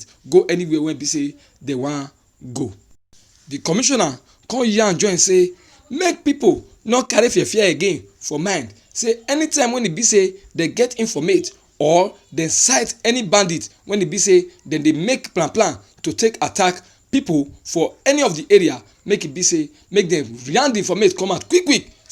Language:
Nigerian Pidgin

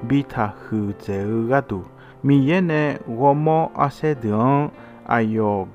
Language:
Akha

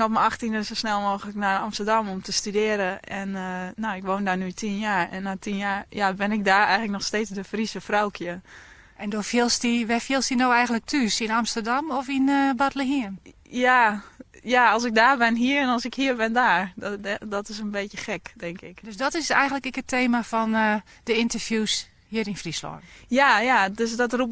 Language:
Western Frisian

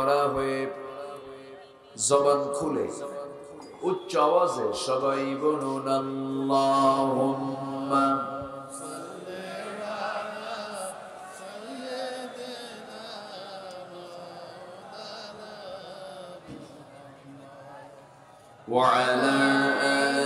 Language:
Bangla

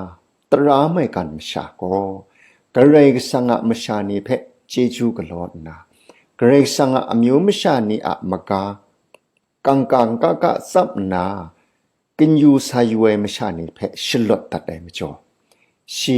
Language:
Kachin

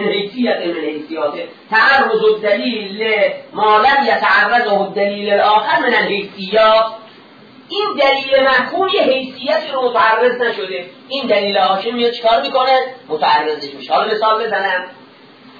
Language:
Persian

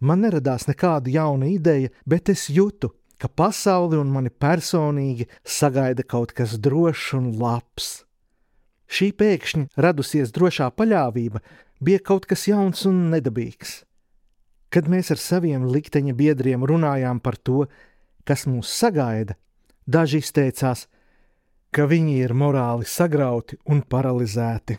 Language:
Latvian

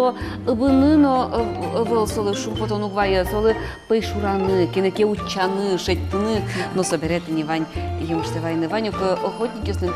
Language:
Udmurt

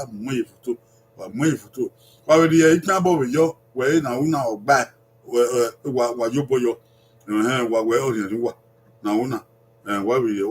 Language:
Bini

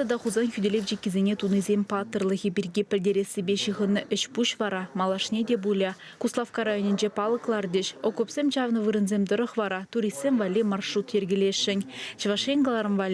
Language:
Chuvash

